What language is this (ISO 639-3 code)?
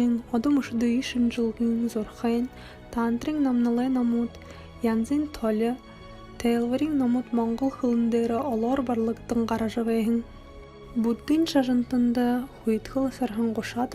bua